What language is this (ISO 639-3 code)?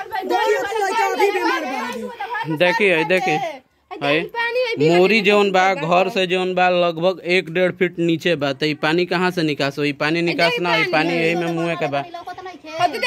bho